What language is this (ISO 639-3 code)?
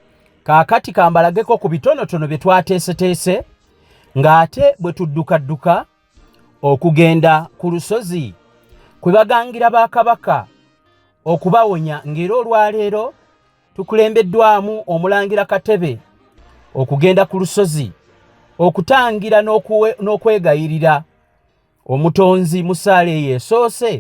lug